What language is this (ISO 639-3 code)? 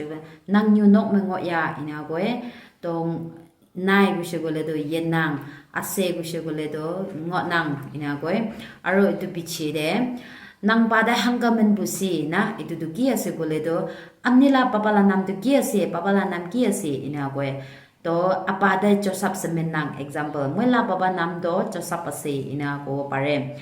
nag